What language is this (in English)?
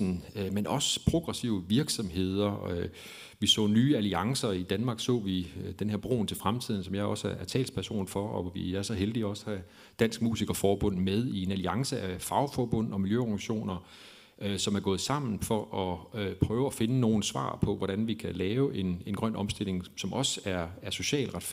Danish